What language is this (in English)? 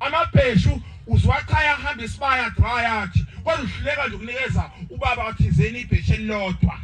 Zulu